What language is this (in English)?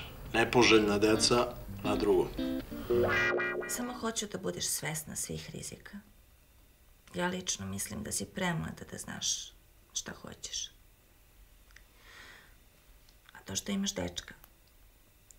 Serbian